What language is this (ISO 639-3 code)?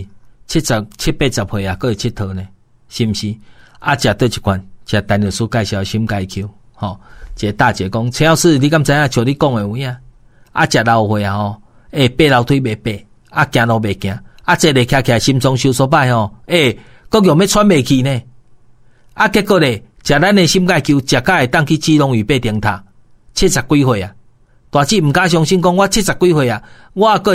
nan